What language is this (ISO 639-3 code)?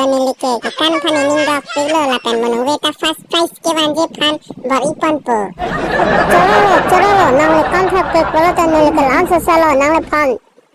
mjw